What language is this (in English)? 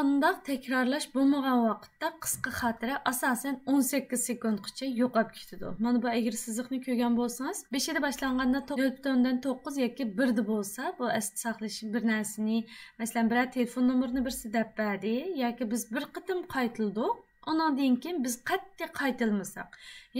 Uyghur